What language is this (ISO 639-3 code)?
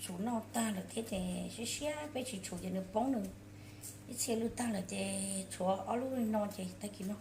hmn